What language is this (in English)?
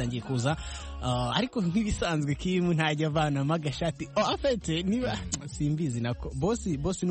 Kinyarwanda